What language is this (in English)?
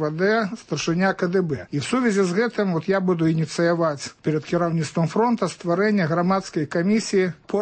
Belarusian